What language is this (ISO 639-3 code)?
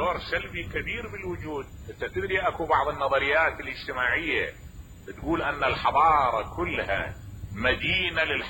acm